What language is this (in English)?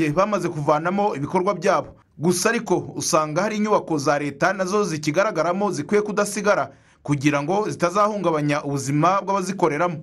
Kinyarwanda